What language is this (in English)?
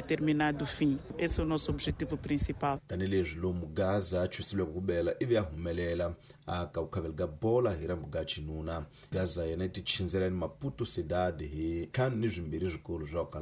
Tsonga